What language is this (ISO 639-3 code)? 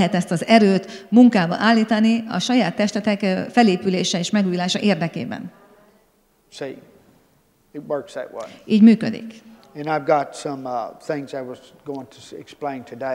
hun